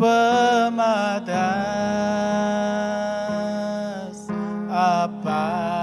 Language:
Iban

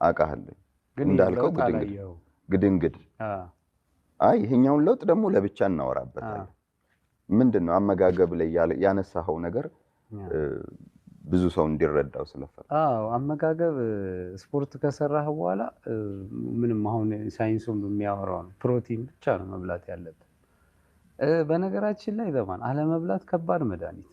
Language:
Amharic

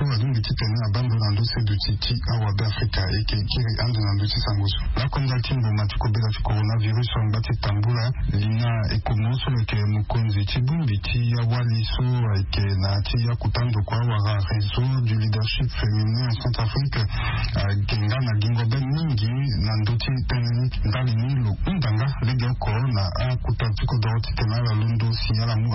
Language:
Sango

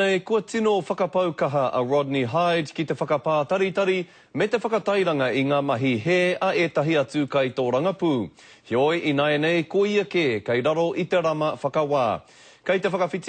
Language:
Māori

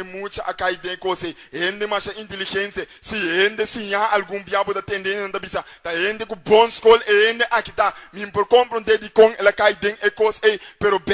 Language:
Papiamento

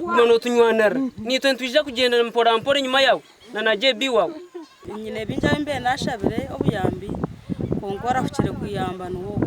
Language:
Nyankole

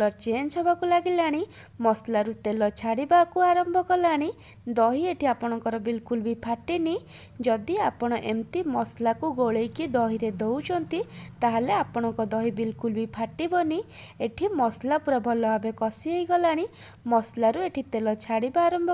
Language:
Odia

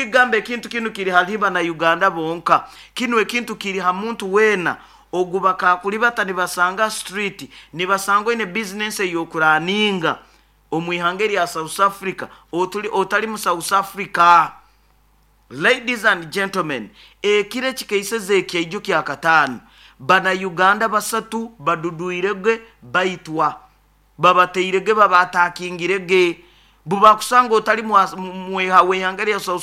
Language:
Nyoro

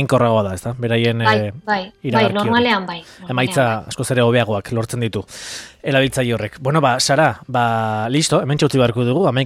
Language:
Basque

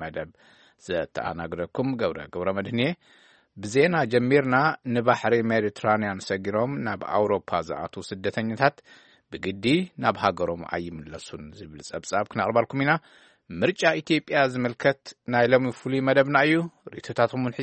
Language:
Tigrinya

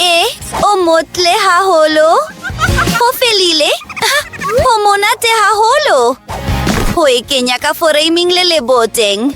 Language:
Southern Sotho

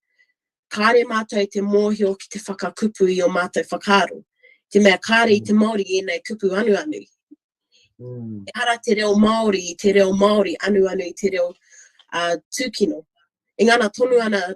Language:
Māori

